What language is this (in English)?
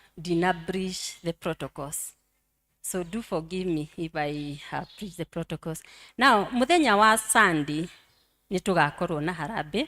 Kikuyu